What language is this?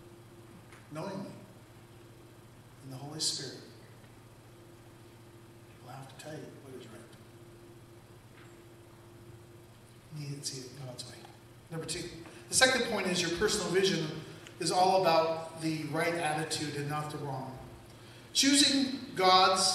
English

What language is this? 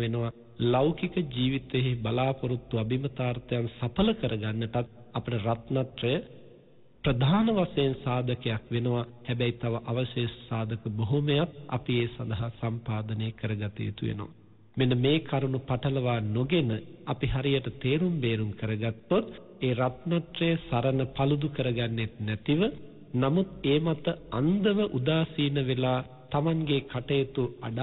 Sinhala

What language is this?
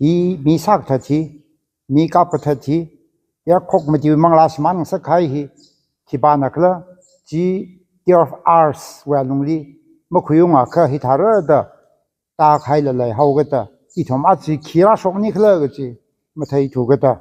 Tangkhul Naga (India)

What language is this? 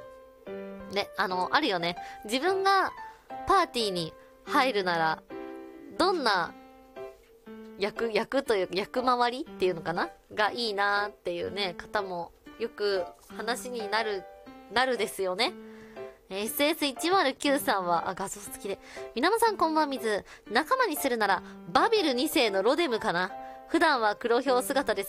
Japanese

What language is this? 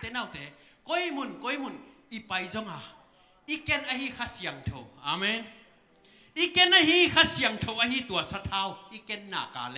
Tedim Chin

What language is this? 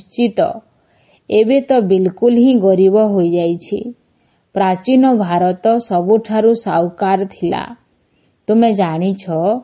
Odia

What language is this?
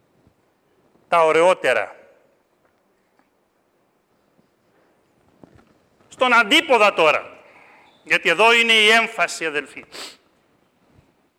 Greek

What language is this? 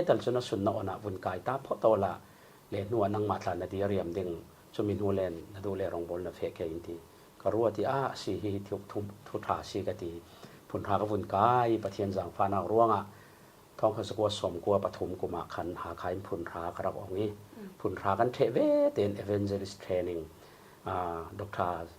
Falam Chin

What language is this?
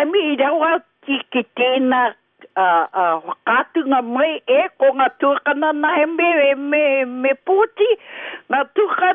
Māori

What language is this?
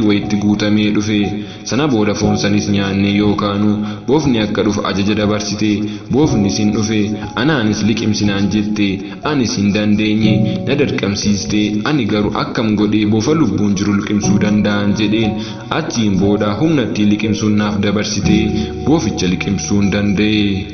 Oromo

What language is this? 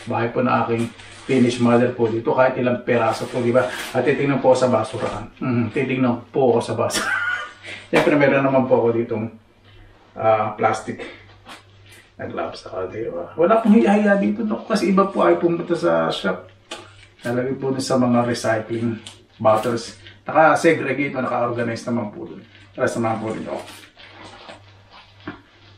Filipino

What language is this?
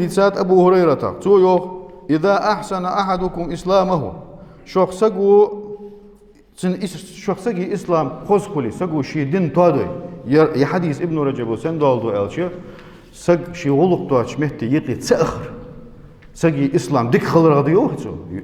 Ingush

